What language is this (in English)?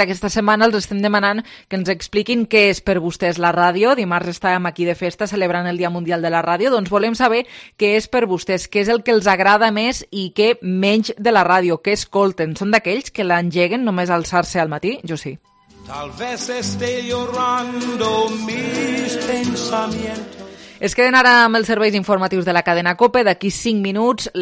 Catalan